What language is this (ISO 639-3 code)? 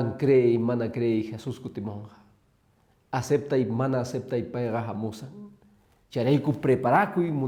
que